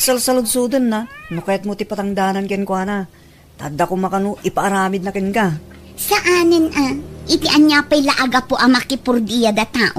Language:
Iloko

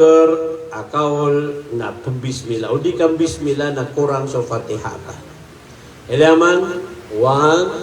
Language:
Maranao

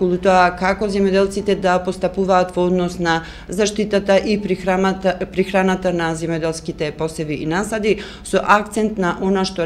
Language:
Macedonian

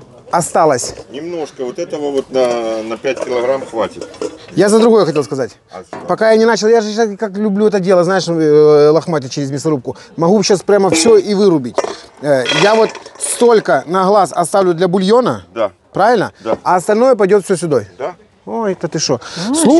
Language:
Russian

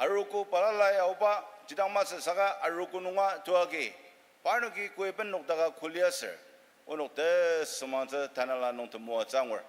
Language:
Ao Naga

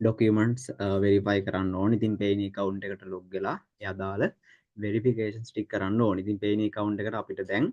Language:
Sinhala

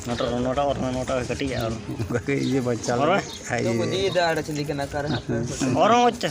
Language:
Santali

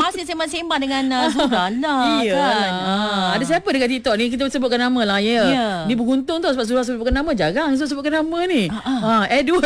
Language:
Malay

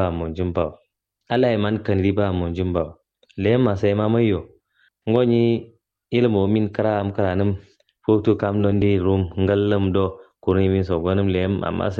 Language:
Kanuri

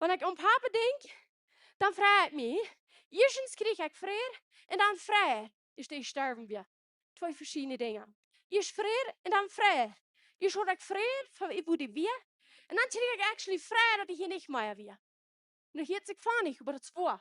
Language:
Plautdietsch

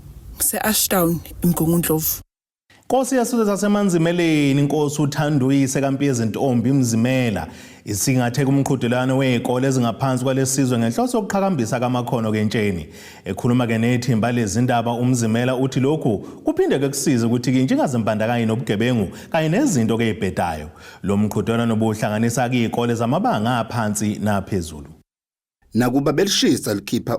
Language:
Zulu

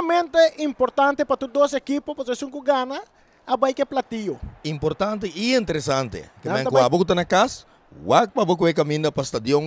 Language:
Papiamento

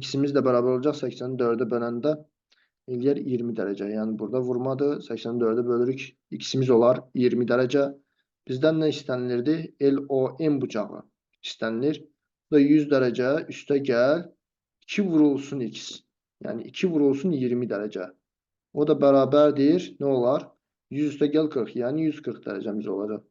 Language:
Azerbaijani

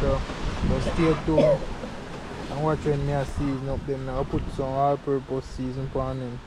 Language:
Jamaican Creole English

